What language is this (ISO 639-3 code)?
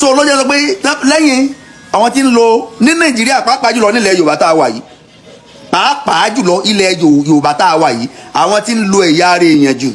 yor